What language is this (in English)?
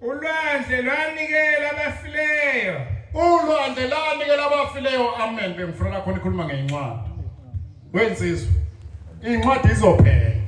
Zulu